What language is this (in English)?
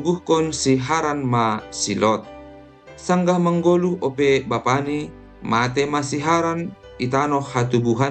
Batak Simalungun